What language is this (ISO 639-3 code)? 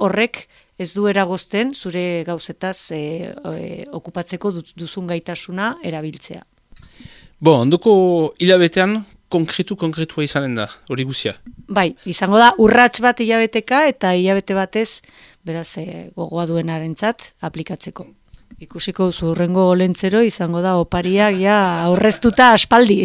eus